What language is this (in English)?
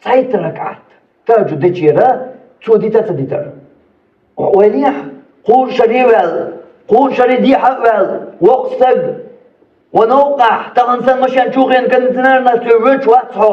Chechen